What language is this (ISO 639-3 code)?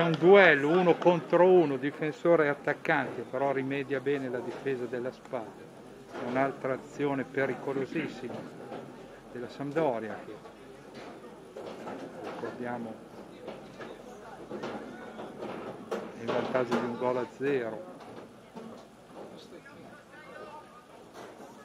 ita